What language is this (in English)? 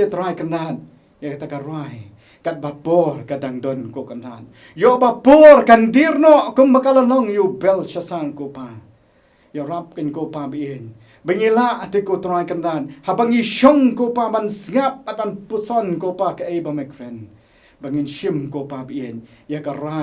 Khasi